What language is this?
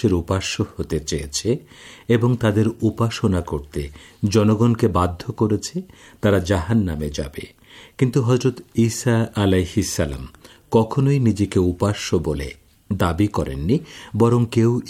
Bangla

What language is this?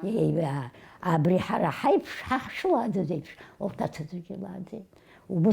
Abkhazian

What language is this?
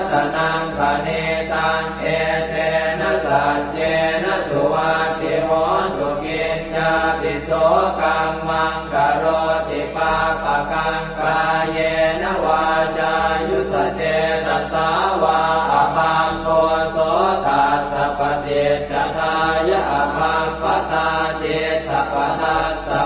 Pali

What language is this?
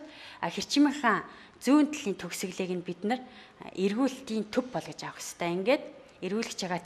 Mongolian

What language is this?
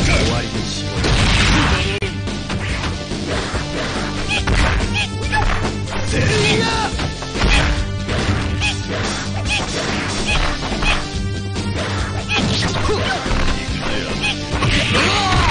Japanese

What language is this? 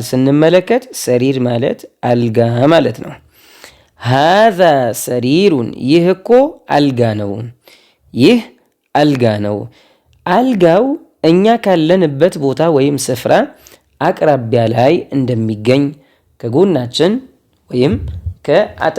Amharic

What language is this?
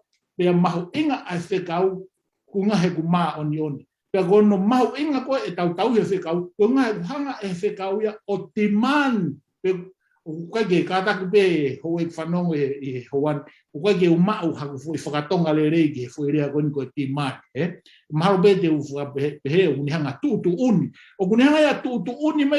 Tongan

